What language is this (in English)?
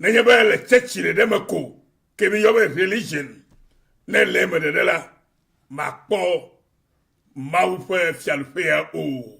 Ewe